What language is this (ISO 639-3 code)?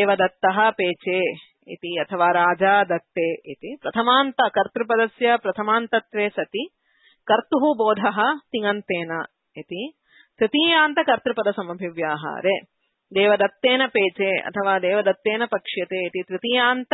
san